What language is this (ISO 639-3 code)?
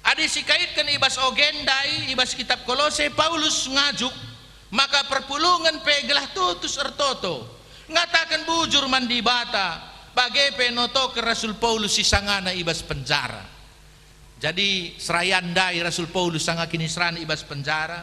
btx